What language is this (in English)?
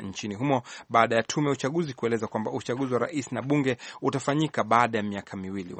Swahili